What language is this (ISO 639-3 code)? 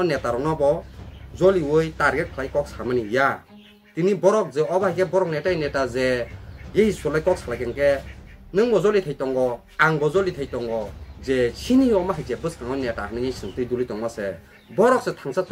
trp